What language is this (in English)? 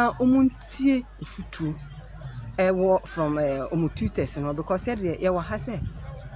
Akan